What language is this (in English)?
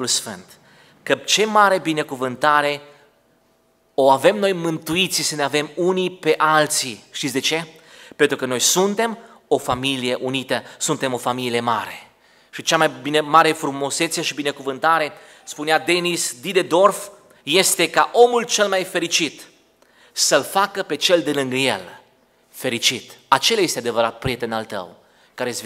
Romanian